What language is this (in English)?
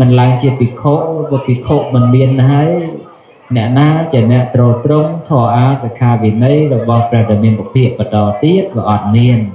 Khmer